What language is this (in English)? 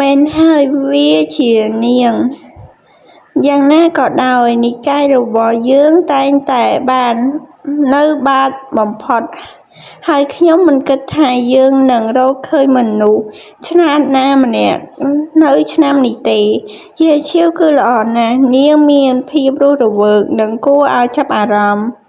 Khmer